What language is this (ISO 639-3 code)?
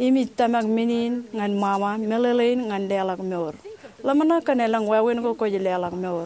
mah